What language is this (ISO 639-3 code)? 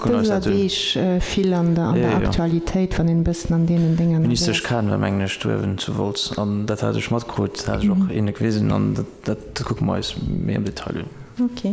ltz